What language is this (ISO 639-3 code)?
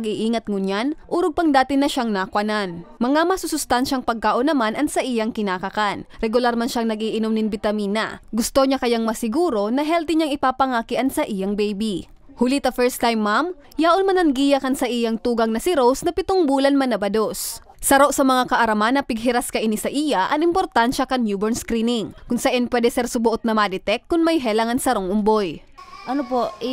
bik